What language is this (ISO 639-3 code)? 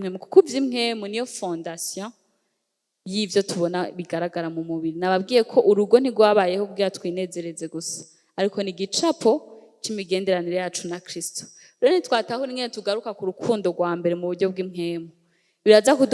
run